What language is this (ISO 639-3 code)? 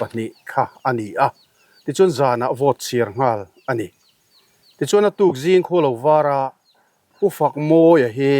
lus